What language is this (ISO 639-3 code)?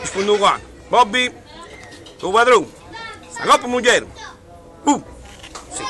nap